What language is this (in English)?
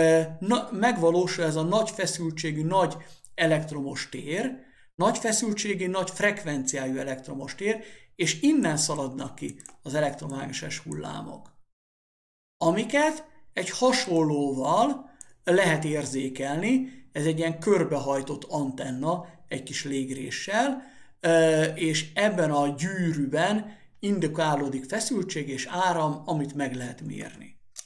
Hungarian